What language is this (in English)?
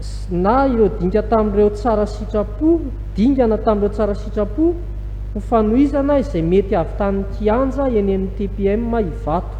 Malagasy